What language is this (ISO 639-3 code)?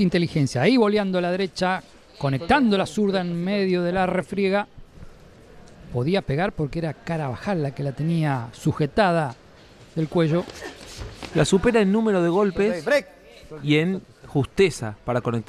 spa